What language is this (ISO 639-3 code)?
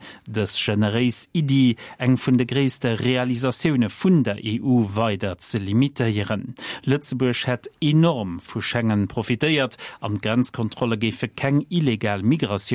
ltz